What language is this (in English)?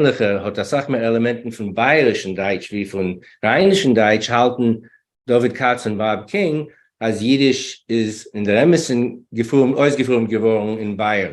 Yiddish